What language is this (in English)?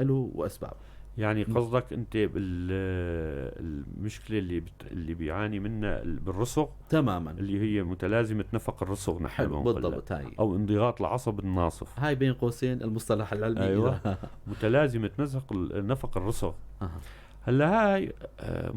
North Levantine Arabic